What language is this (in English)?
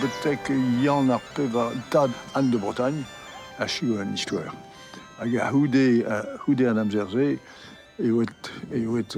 Breton